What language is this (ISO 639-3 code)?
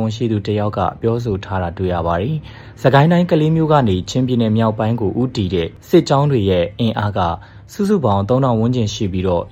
mya